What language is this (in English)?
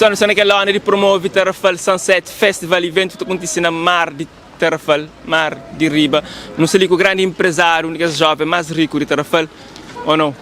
Kabuverdianu